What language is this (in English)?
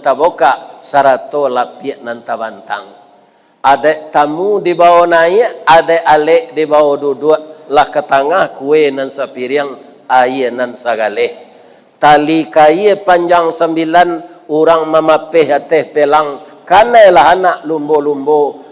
Minangkabau